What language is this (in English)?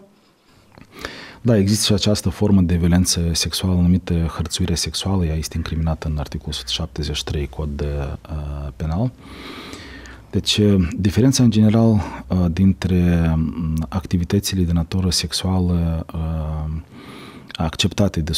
Romanian